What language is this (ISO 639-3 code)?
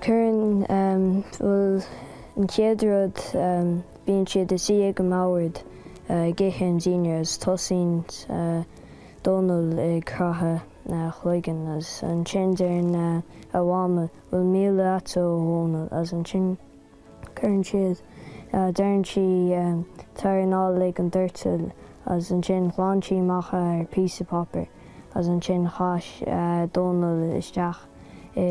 gle